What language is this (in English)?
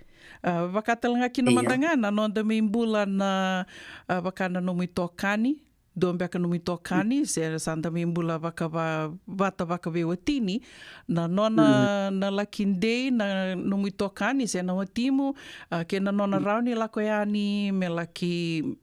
Fijian